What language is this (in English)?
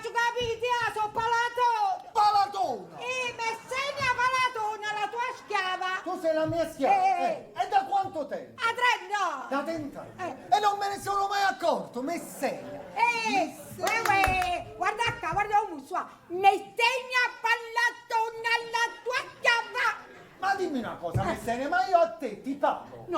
Neapolitan